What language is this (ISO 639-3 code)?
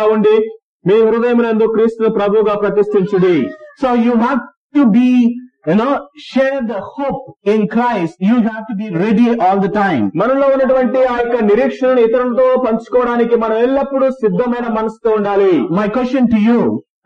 tel